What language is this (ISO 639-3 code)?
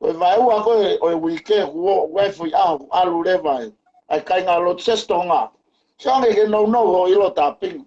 ton